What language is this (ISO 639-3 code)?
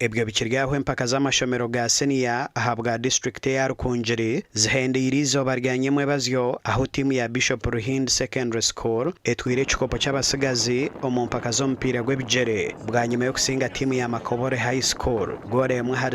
nyn